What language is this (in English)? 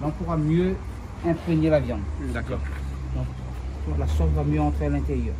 Réunion Creole French